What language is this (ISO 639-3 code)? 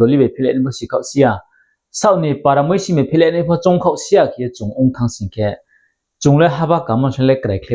ria